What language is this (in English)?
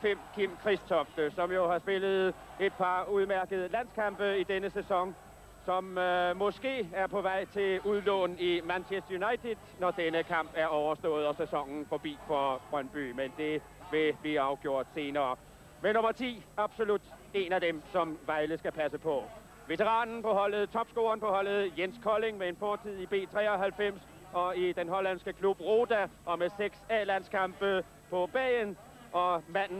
Danish